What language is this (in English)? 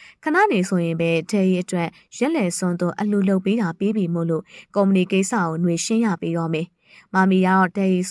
Burmese